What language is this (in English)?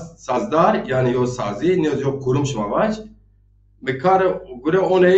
Zaza